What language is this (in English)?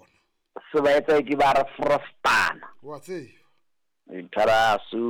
Southern Sotho